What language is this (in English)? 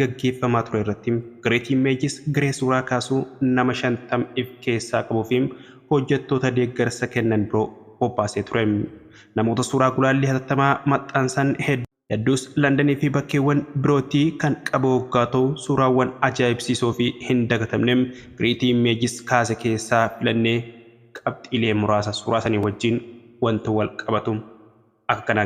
Oromo